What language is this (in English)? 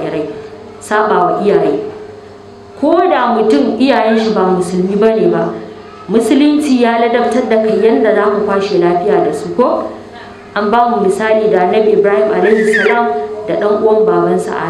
Hausa